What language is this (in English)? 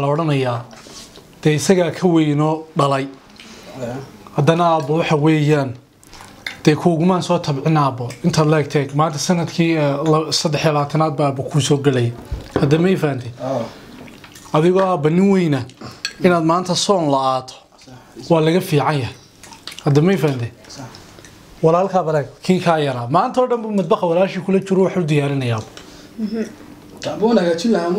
Somali